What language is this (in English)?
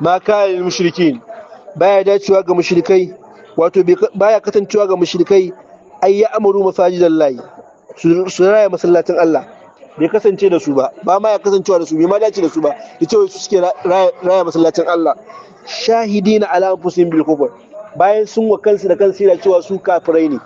Hausa